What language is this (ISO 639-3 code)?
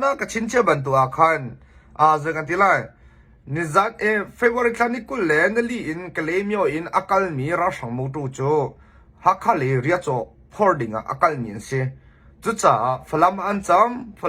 cnh